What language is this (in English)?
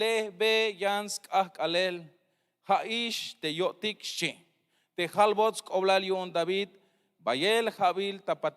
Tzeltal